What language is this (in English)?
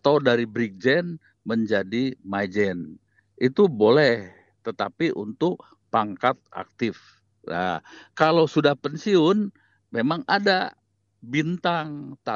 Indonesian